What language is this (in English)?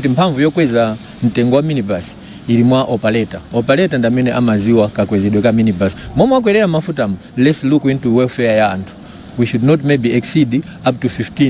Nyanja